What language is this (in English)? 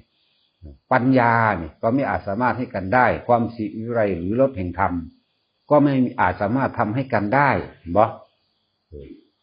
Northeastern Thai